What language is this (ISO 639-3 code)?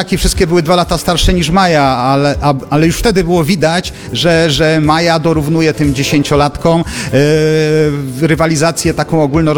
pol